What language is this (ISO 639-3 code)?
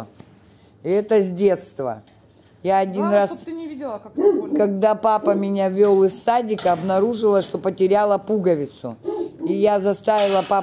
rus